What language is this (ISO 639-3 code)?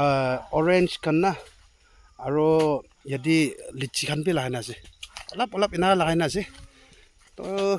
nag